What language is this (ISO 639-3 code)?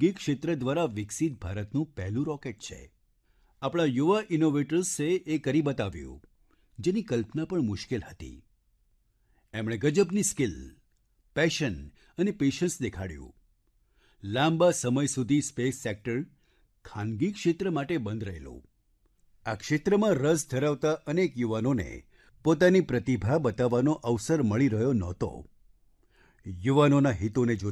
guj